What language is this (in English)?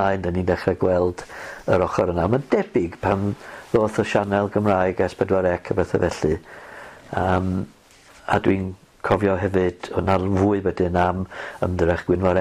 Welsh